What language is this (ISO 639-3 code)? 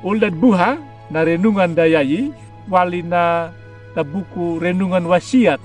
akg